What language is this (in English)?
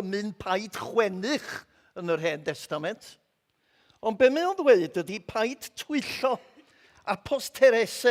Welsh